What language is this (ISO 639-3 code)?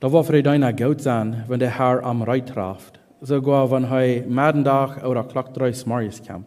pdt